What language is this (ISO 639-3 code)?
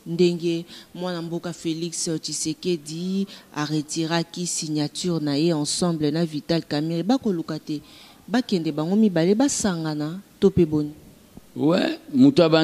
lin